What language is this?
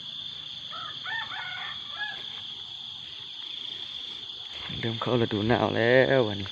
Lao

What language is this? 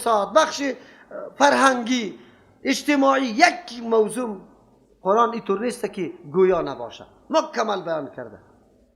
Persian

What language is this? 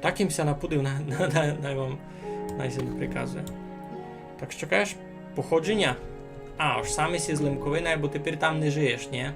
Rusyn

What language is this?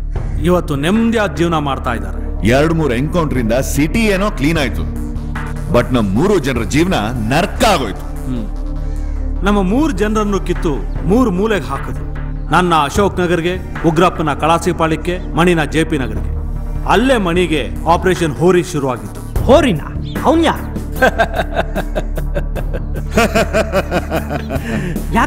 Kannada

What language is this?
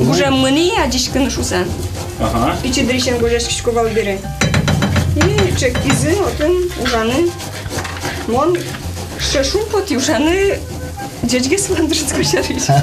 Udmurt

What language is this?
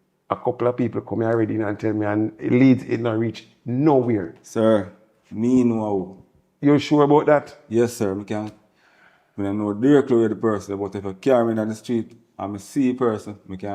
Jamaican Creole English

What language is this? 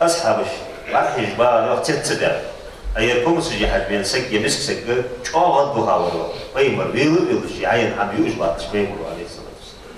Ingush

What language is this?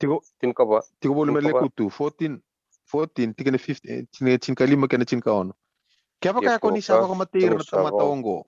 Fijian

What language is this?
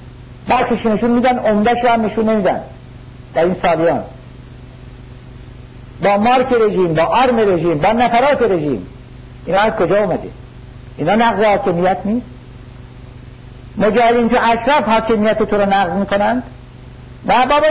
Persian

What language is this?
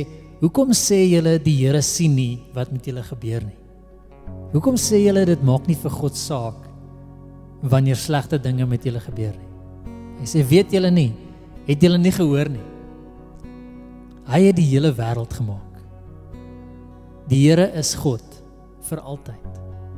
Afrikaans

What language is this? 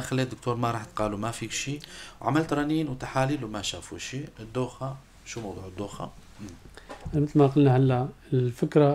North Levantine Arabic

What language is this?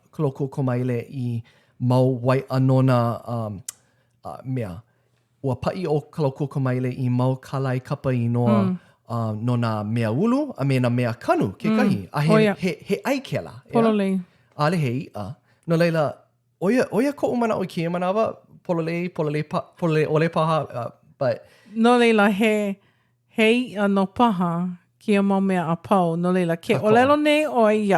Hawaiian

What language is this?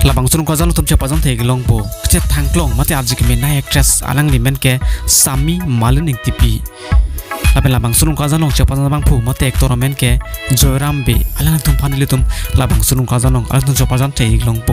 Karbi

